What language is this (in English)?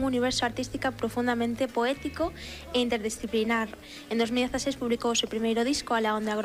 Galician